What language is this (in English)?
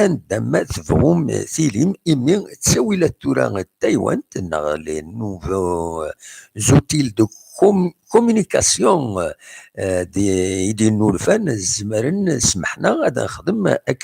Kabyle